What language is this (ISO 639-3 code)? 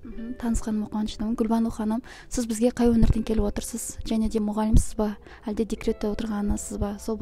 kaz